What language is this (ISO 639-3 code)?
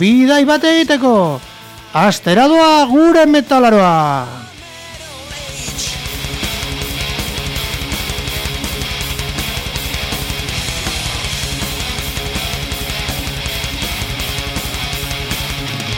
eus